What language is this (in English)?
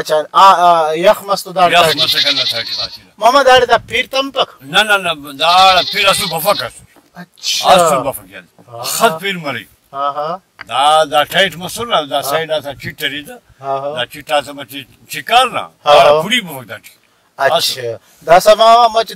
Brahui